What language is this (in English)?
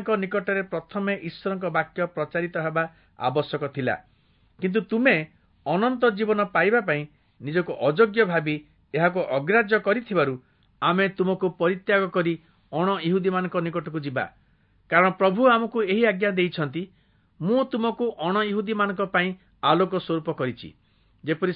Odia